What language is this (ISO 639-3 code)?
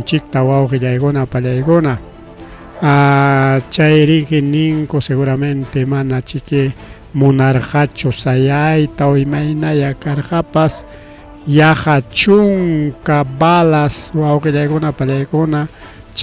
quy